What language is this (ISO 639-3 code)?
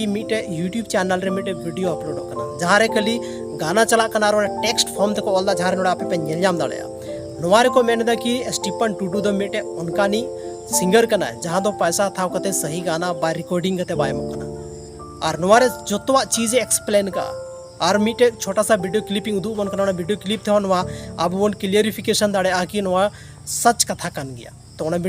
sat